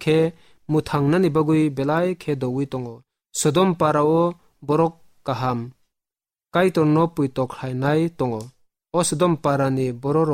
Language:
Kok Borok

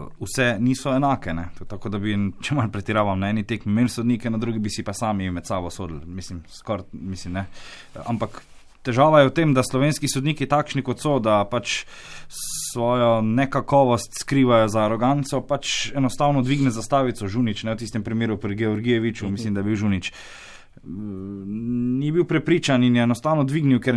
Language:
Slovenian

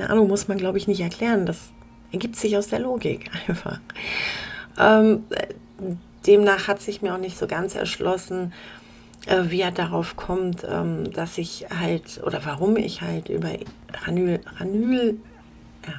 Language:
German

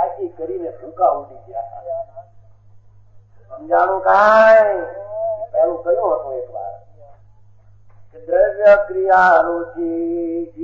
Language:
Gujarati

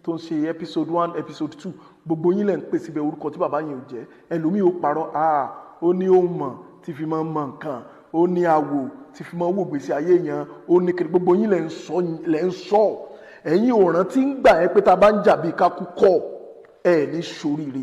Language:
Yoruba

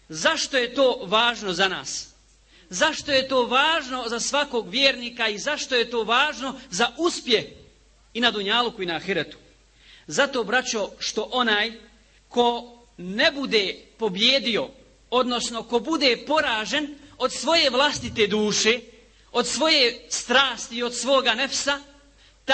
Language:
Bosnian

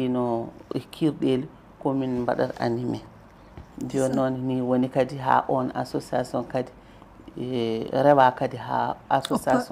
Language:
Fula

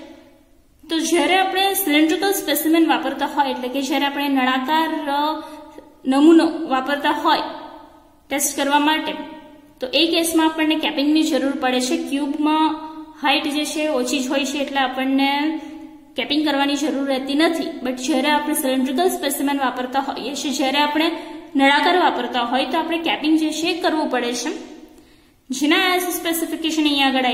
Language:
Gujarati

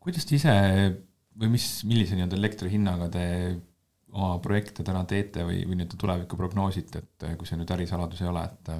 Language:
Estonian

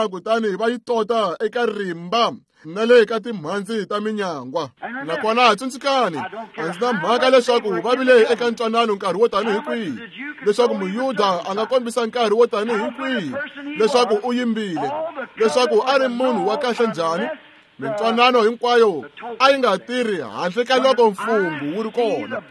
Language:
Tsonga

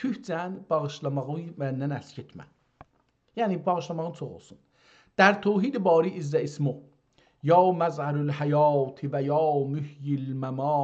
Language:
South Azerbaijani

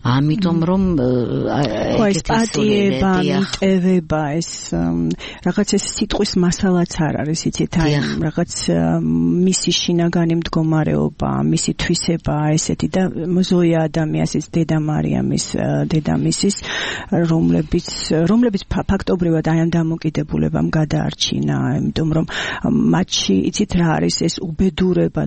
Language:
Georgian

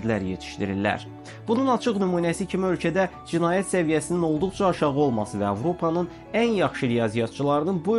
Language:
Azerbaijani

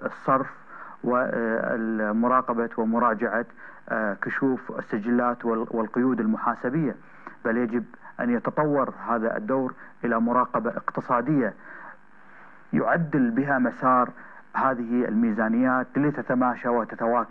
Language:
Gulf Arabic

